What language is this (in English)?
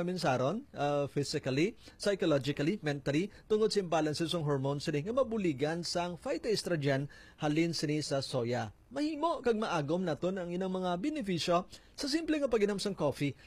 Hiligaynon